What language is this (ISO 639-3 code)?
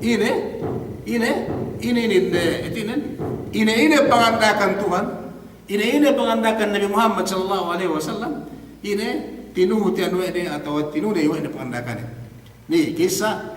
yka